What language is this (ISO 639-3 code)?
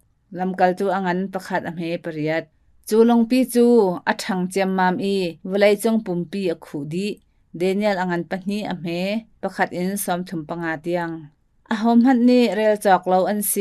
cnh